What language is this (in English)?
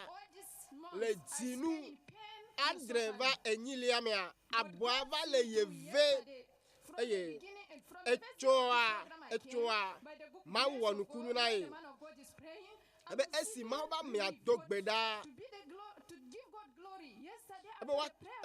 Ewe